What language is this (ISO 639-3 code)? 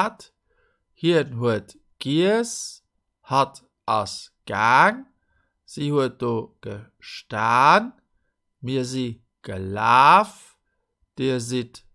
ltz